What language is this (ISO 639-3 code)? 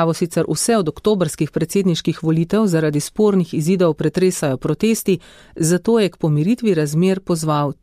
slv